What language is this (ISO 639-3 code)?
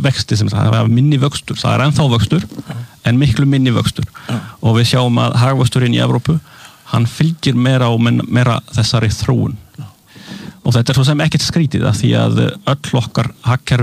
isl